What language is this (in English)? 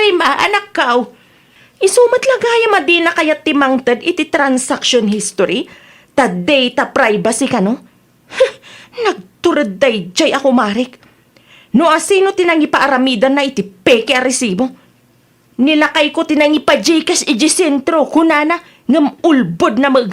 Iloko